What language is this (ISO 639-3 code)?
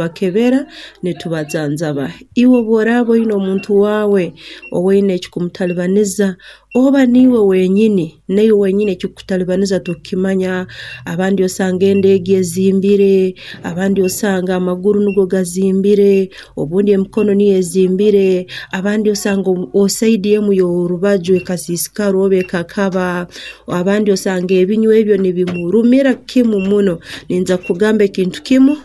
nyn